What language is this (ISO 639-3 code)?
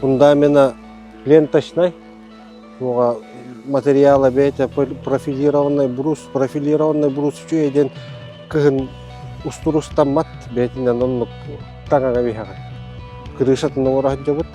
sah